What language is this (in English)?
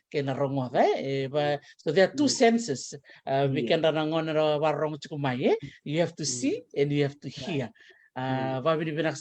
Fijian